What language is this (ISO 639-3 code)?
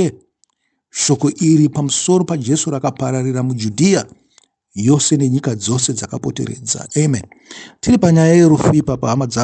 sna